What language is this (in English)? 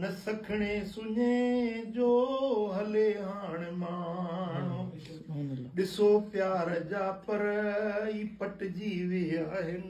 Sindhi